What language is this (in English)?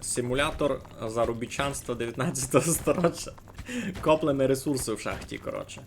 Rusyn